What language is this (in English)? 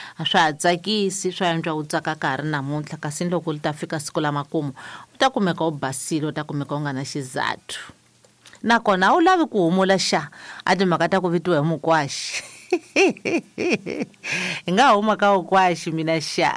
Tsonga